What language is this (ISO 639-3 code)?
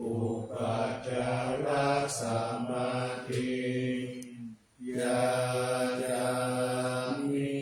pli